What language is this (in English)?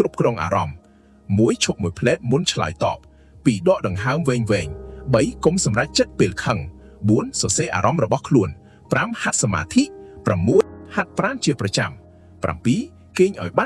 Khmer